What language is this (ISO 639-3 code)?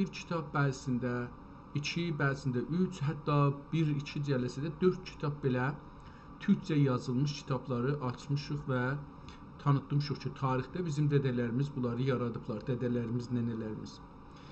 azb